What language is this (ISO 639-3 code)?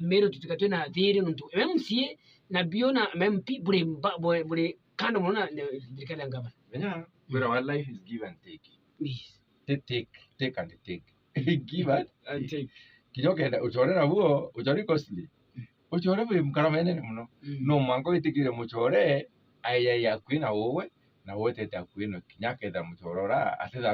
mer